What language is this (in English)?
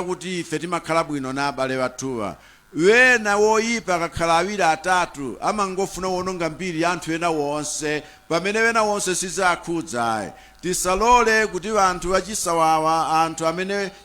Nyanja